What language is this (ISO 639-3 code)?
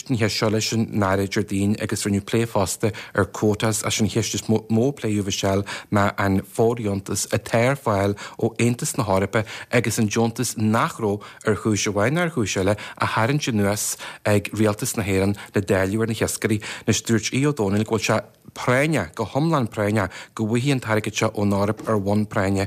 gle